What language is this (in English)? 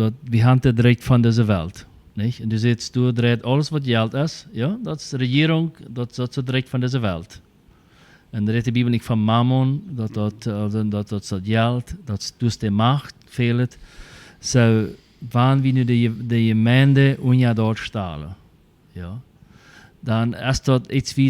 Plautdietsch